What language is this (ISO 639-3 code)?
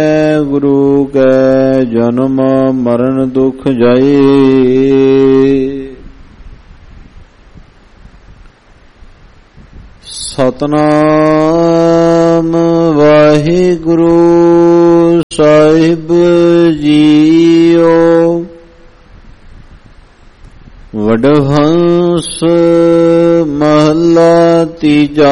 pan